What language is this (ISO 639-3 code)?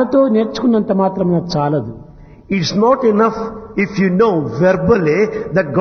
tel